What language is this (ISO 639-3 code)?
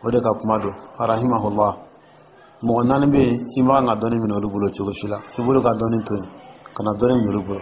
dyu